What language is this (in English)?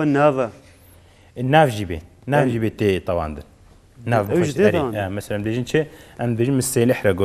Kurdish